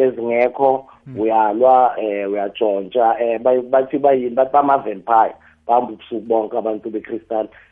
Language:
South Ndebele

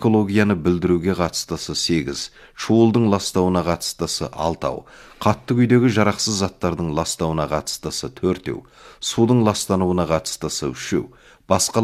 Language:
Kazakh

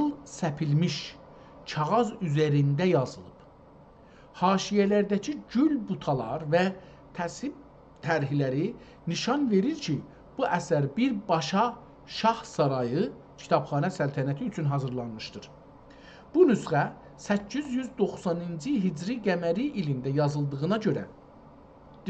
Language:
South Azerbaijani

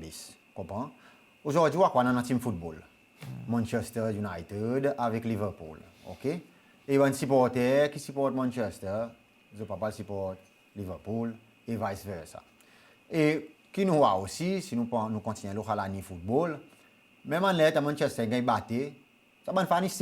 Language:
Seselwa Creole French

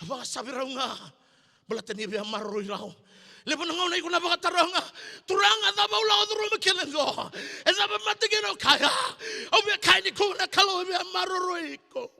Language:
Fijian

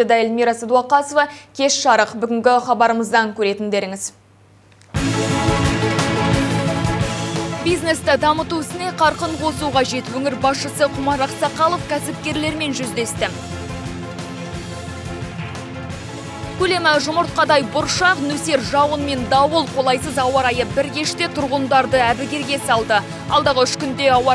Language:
Kazakh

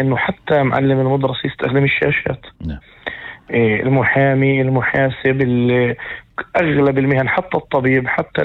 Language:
North Levantine Arabic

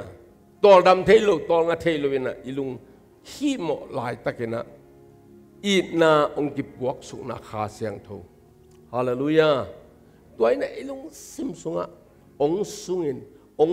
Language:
Tedim Chin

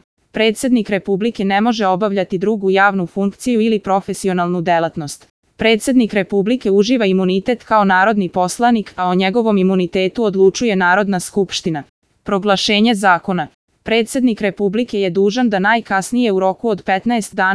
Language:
Serbian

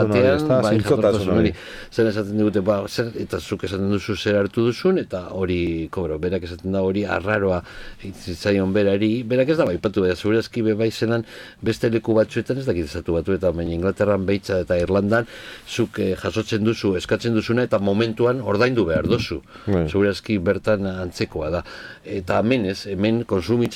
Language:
Basque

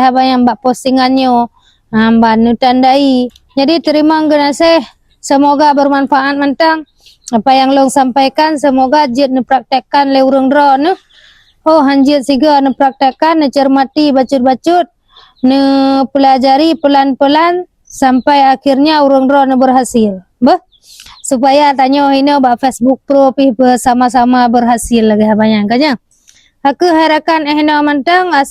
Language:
Achinese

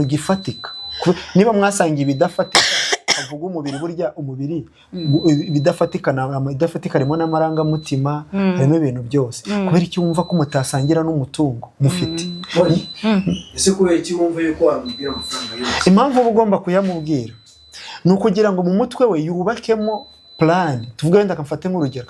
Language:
Kinyarwanda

